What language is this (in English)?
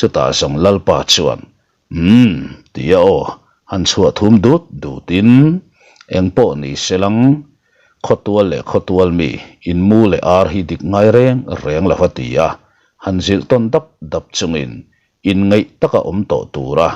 Mizo